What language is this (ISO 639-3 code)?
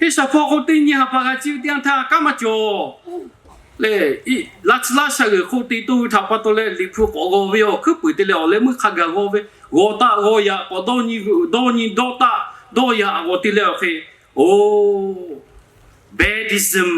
lhu